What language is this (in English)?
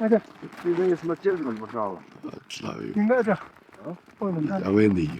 Faroese